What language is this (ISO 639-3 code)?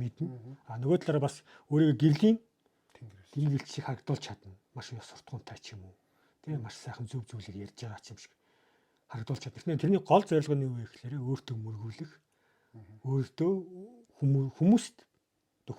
mon